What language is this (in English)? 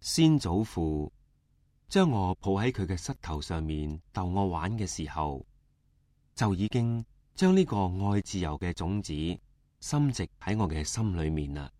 Cantonese